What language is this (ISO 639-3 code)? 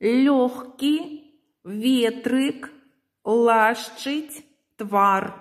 bel